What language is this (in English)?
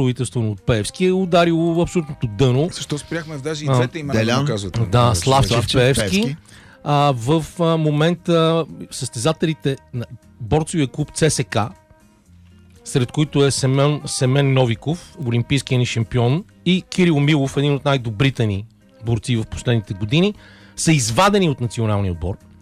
Bulgarian